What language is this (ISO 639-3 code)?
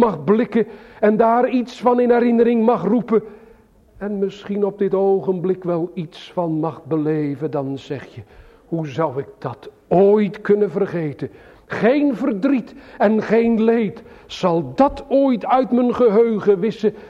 nld